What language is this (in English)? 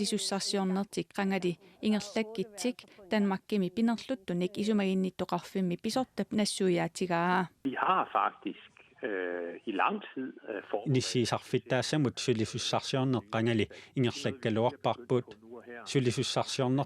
Kalaallisut